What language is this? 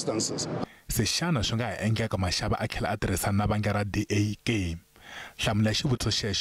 Tsonga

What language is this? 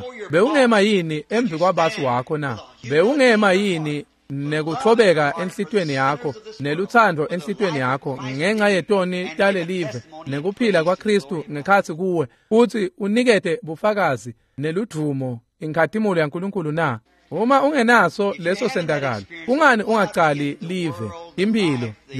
Swati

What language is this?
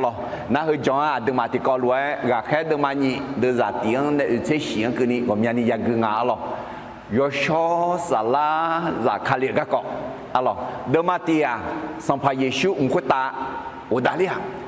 Akha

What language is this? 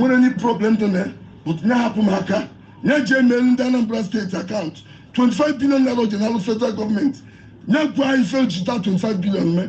Igbo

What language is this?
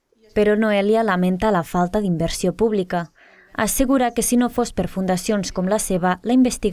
Catalan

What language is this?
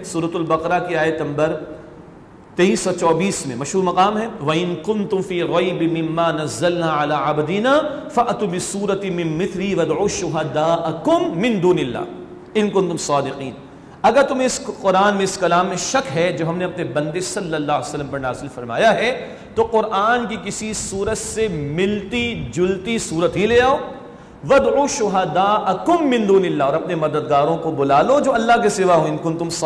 Urdu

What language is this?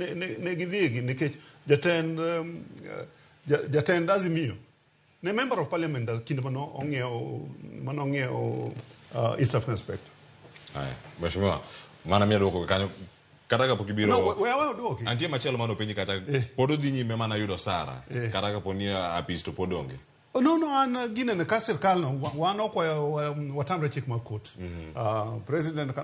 Luo (Kenya and Tanzania)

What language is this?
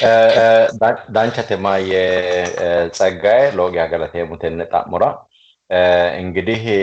Sidamo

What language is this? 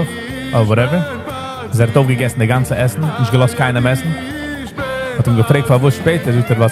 Yiddish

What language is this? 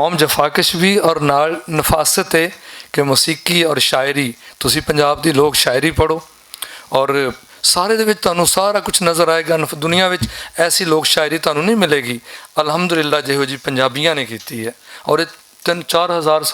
Western Panjabi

